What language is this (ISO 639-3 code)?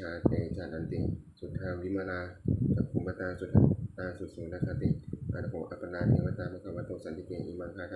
pli